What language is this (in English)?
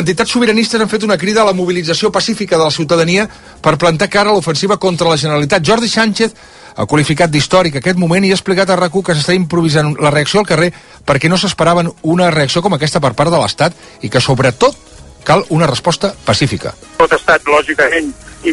Catalan